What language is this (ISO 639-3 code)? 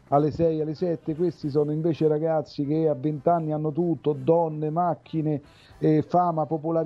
ita